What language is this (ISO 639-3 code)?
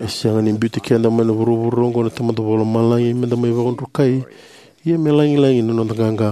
fij